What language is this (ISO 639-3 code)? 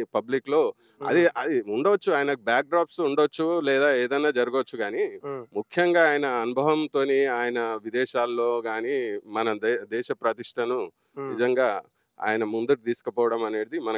tel